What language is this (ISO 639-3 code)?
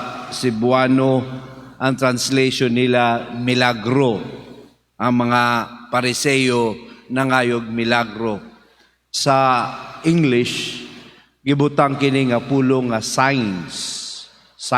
ceb